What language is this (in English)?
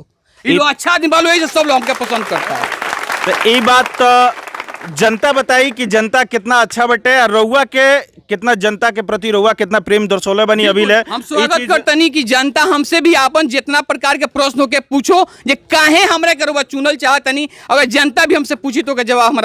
Bhojpuri